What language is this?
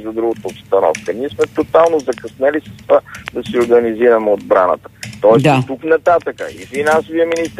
Bulgarian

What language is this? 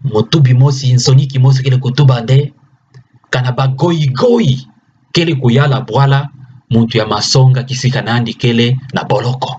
Kituba (Democratic Republic of Congo)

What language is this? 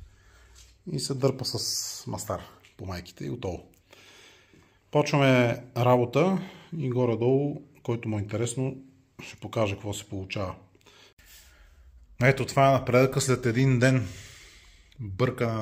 Bulgarian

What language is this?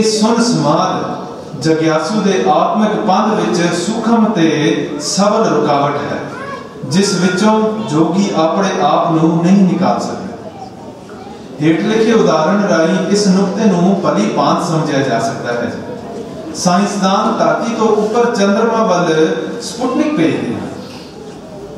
Punjabi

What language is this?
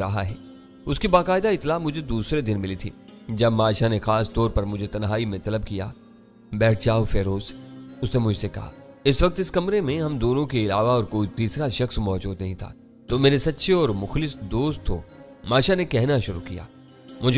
Urdu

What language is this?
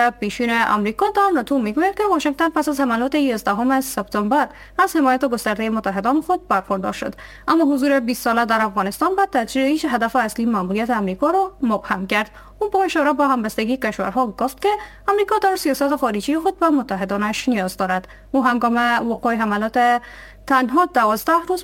Persian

